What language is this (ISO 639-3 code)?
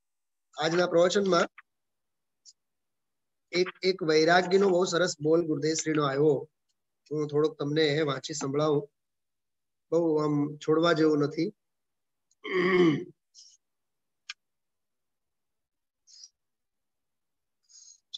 guj